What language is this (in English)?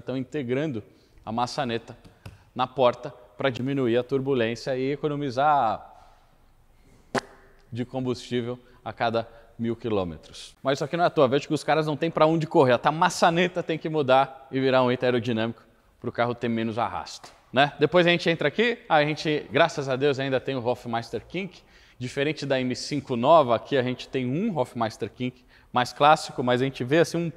Portuguese